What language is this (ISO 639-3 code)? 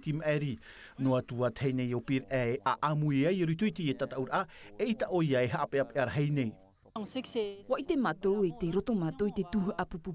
tah